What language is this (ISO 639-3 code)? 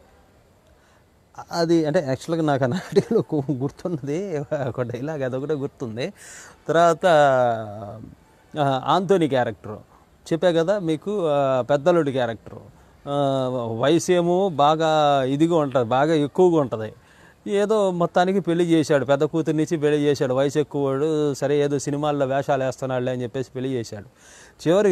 tel